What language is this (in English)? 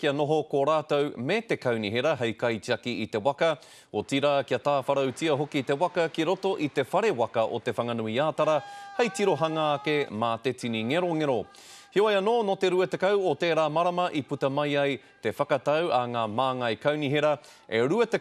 Māori